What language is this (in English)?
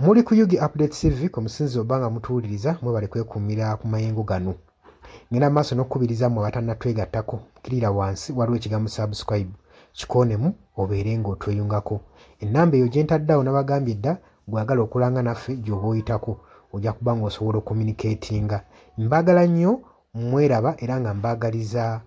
Ganda